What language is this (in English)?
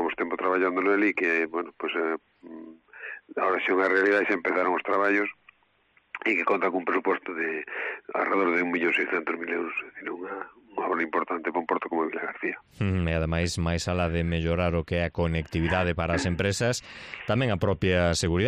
Galician